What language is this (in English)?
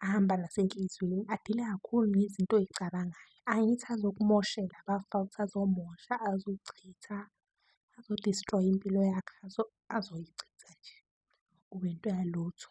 Zulu